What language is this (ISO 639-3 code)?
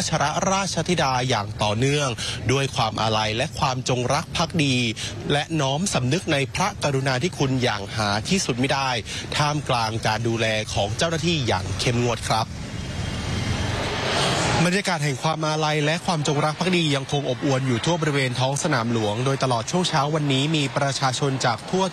tha